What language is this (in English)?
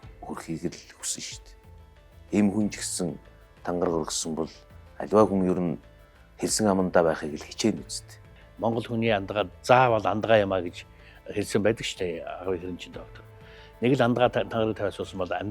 Mongolian